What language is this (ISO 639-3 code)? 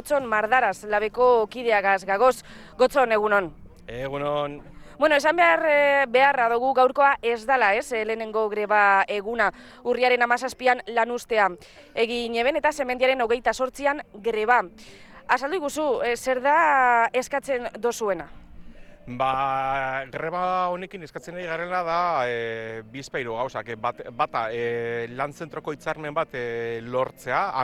eus